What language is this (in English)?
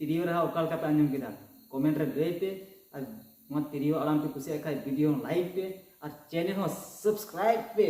Santali